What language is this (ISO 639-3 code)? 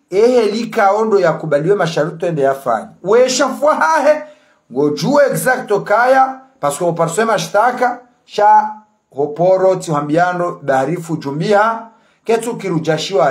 zdj